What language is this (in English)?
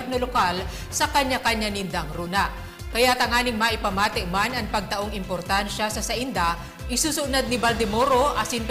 Bikol